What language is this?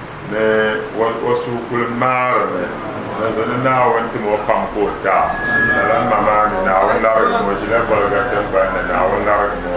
Dagbani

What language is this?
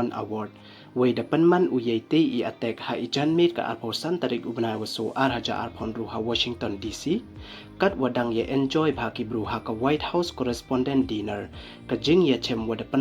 Pnar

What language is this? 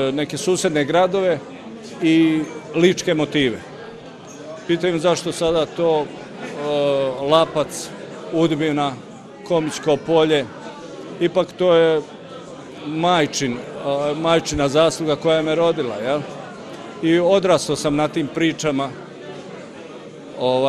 Serbian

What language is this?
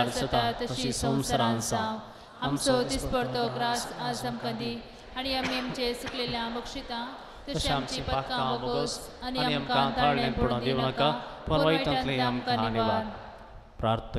Konkani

